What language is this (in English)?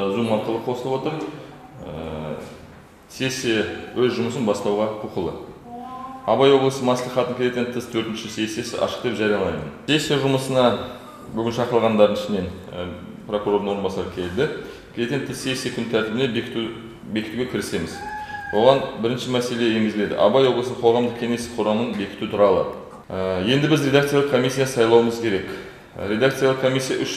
Kazakh